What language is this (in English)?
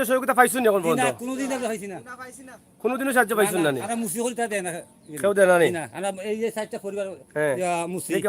Sylheti